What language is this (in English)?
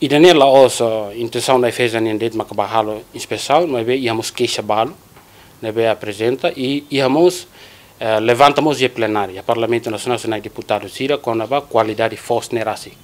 Tetum